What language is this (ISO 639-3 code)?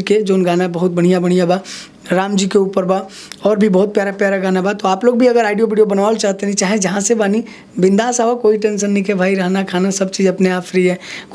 bho